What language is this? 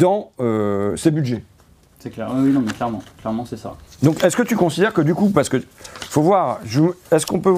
French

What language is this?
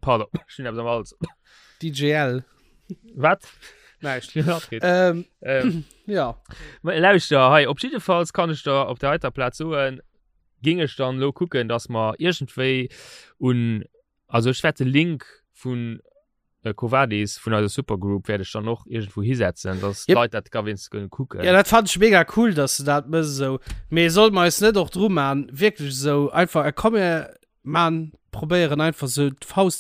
Luxembourgish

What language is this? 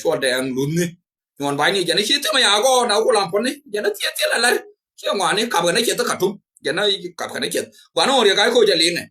Nuer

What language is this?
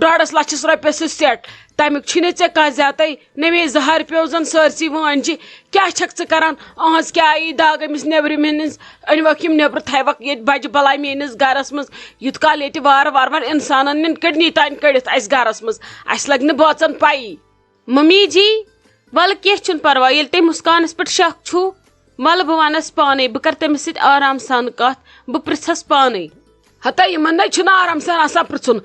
Kashmiri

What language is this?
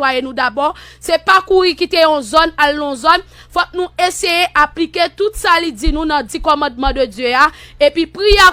Haitian Creole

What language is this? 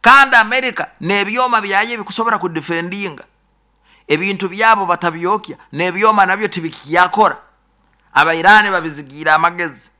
Nyoro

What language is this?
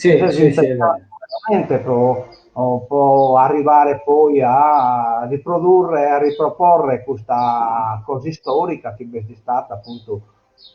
Sardinian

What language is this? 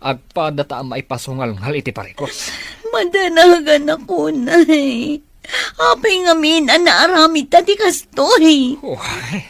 Iloko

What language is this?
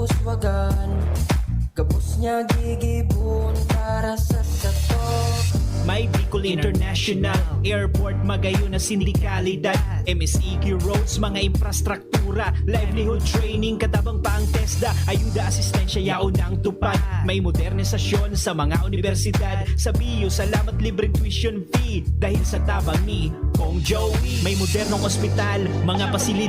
Bikol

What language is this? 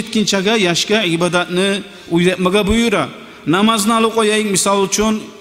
Kumyk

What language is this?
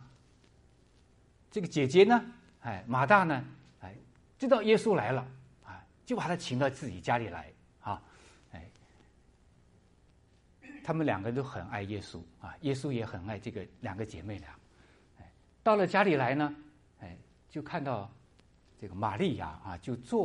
Chinese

